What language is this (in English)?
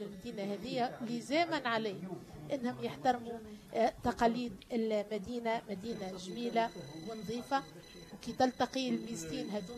Tunisian Arabic